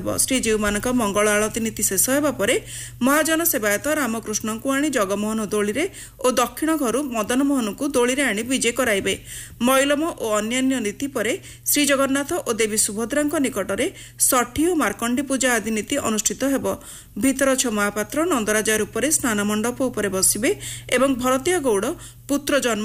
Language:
Odia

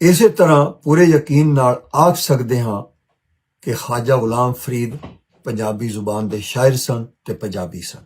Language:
Western Panjabi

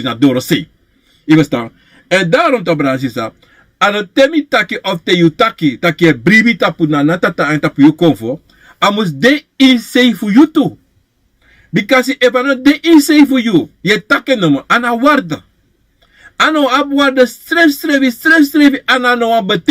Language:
Sranan Tongo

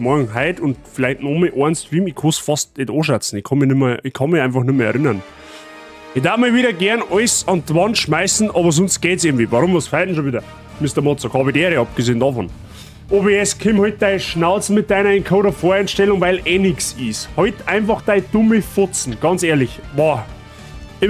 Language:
Bavarian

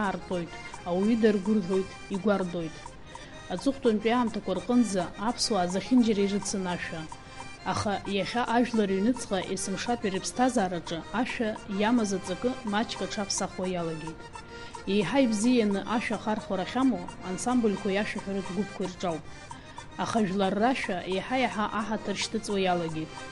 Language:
Abkhazian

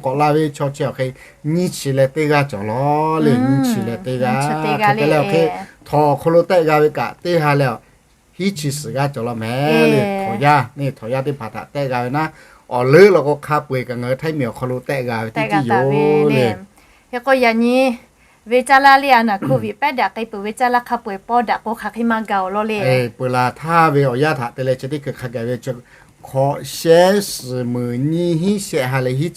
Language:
Lahu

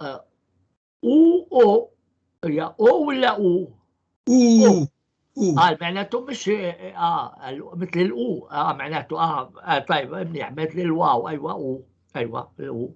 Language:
North Levantine Arabic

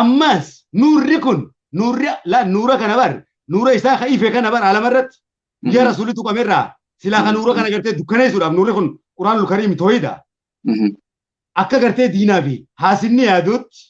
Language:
Oromo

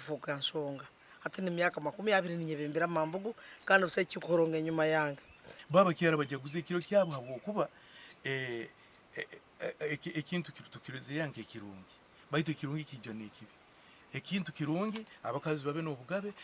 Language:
Nyankole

